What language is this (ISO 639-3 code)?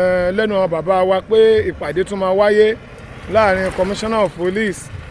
yor